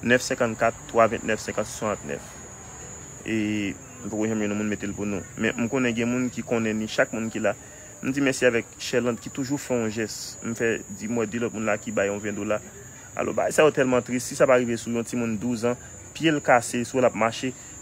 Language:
Haitian Creole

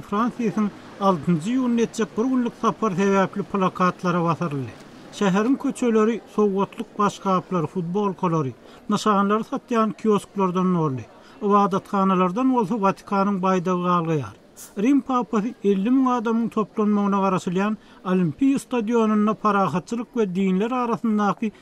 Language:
Turkmen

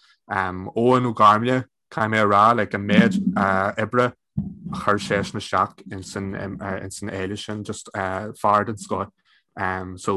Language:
Irish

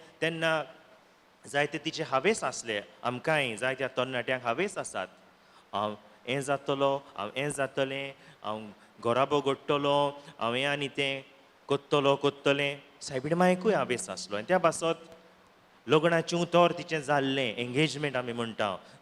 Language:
Konkani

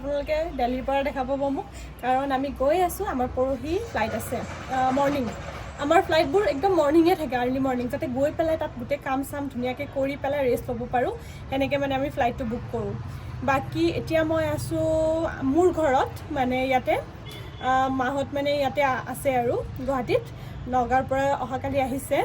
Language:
Assamese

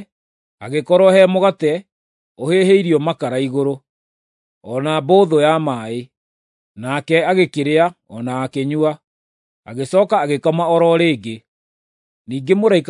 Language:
Kikuyu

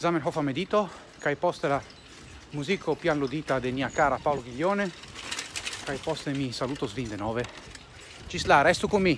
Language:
Esperanto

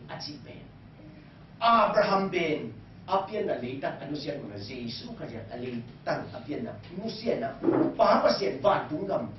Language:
Tedim Chin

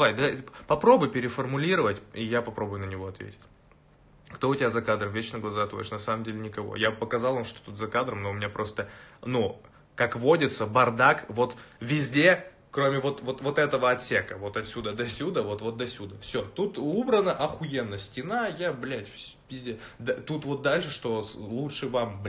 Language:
Russian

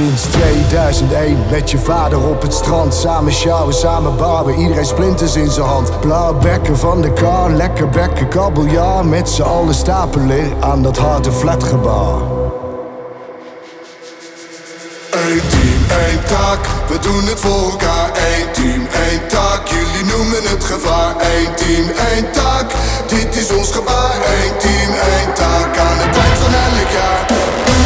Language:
Dutch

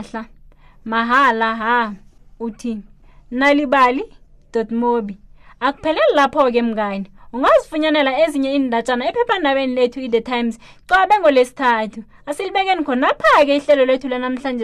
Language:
South Ndebele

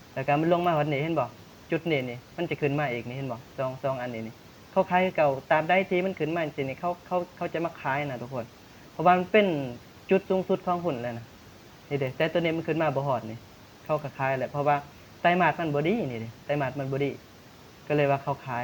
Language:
Lao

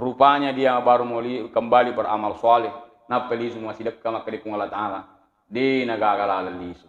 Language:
Buginese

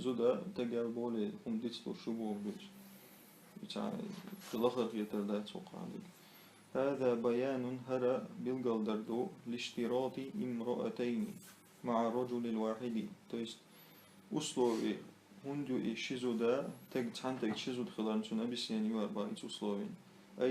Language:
Chechen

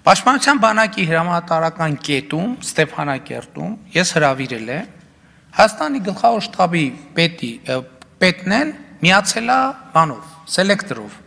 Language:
Armenian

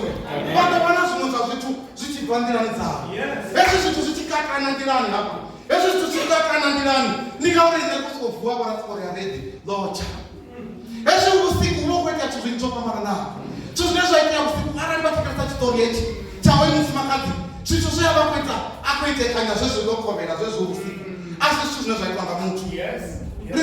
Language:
Venda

